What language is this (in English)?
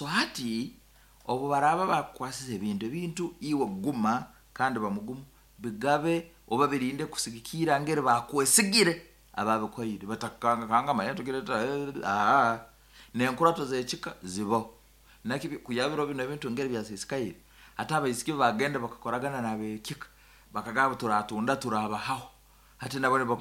Nyankole